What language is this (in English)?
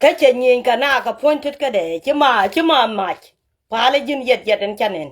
Nuer